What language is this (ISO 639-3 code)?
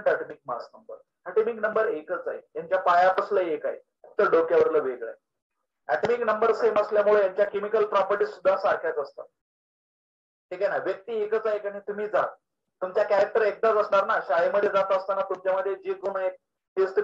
mar